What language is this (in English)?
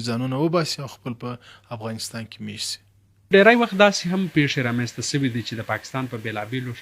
Pashto